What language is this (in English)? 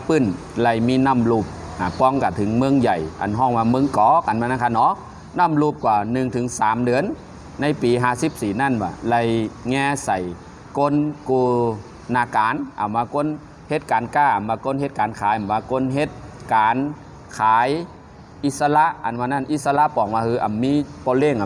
Shan